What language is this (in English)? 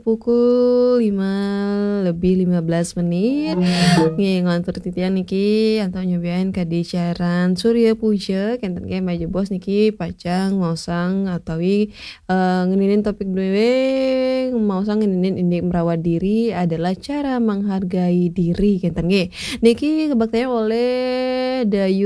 Balinese